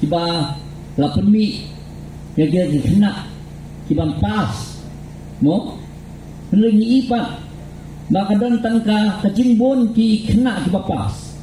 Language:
Khasi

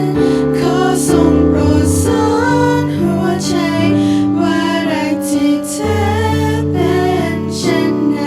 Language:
Lahu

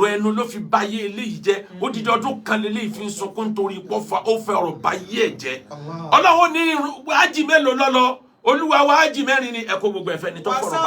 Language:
Yoruba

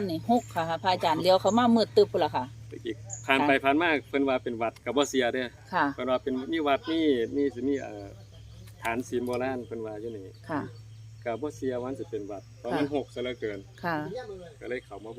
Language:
Northeastern Thai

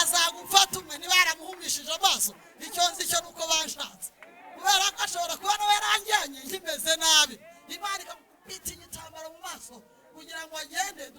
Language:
Kinyarwanda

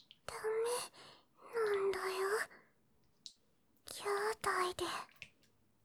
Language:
Japanese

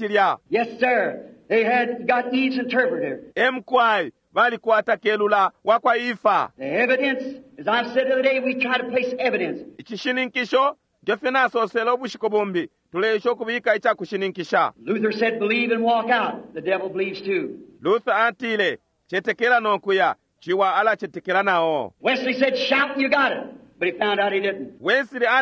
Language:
Bemba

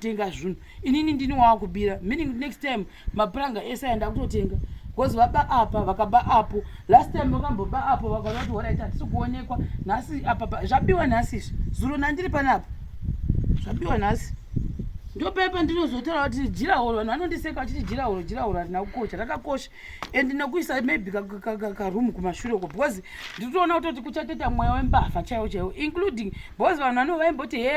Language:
Shona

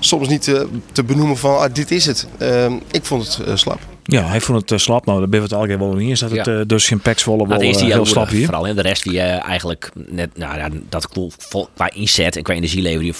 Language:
Western Frisian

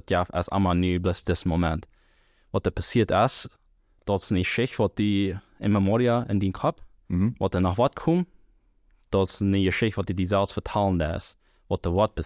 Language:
Plautdietsch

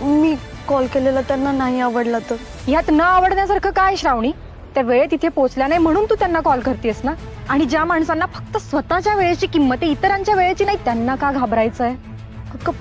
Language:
Marathi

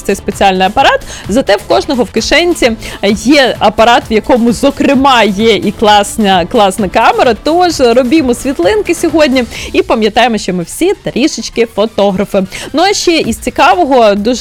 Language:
Ukrainian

